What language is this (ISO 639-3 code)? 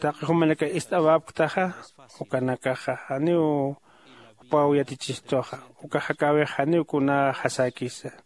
aym